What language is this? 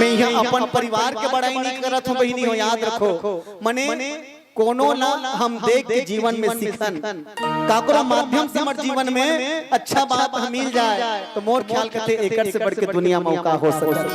Chhattisgarhi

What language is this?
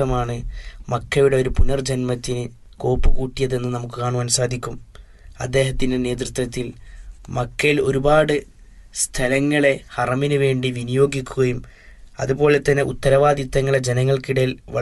Malayalam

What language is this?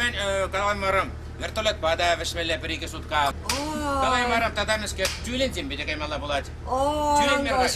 Chuvash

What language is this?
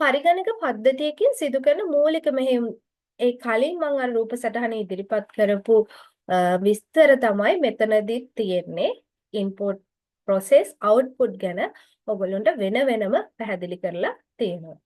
Sinhala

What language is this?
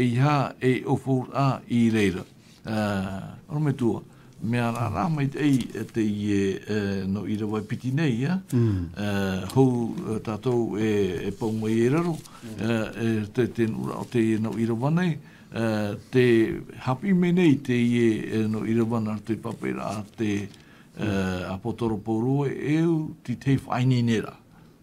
Tahitian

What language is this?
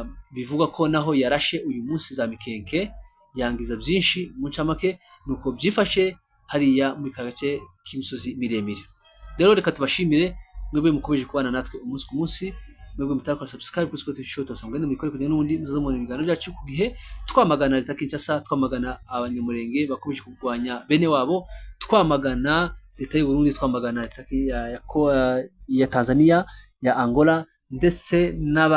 Kinyarwanda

